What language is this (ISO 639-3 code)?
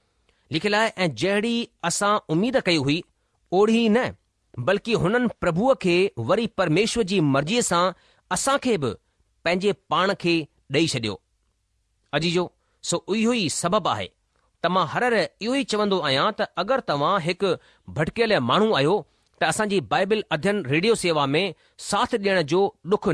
snd